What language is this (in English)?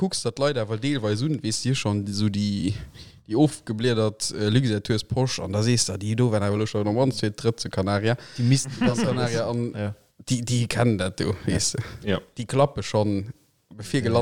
Luxembourgish